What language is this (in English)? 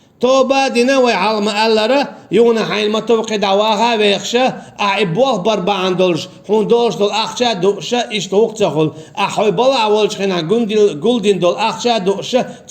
Chechen